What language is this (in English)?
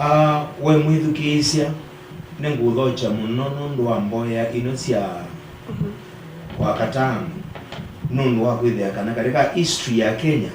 Kamba